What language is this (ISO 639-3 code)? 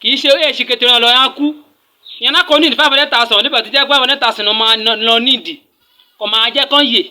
yor